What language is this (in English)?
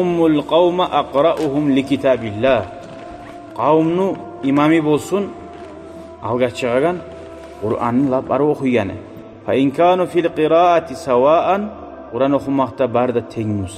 Kumyk